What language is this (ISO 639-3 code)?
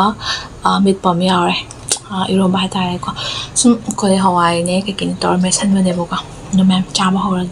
mni